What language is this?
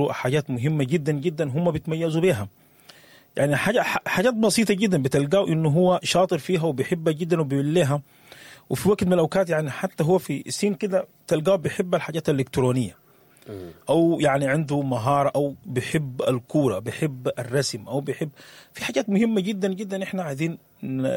Sudanese Arabic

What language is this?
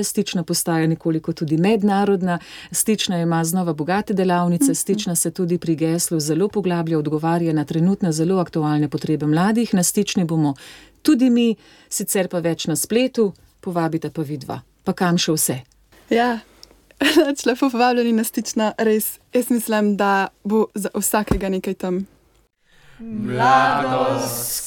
Slovenian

